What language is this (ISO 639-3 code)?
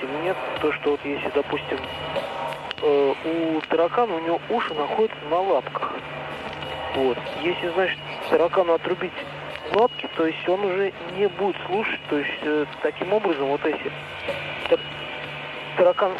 rus